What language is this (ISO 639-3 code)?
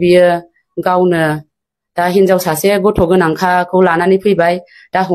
brx